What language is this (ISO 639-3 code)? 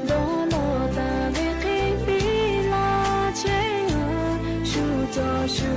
lhu